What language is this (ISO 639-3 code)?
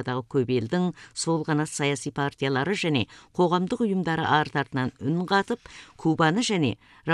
kaz